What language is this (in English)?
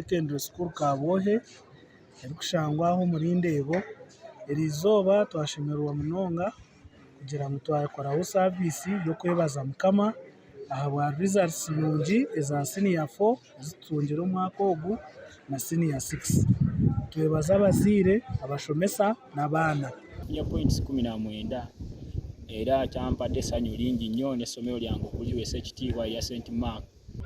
Nyankole